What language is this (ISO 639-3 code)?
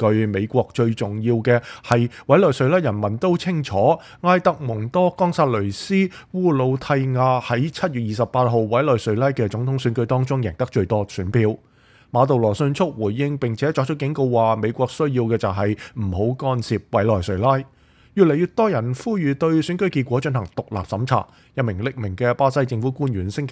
yue